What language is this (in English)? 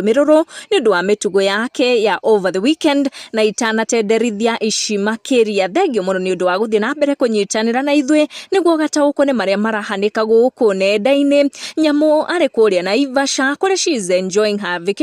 Kikuyu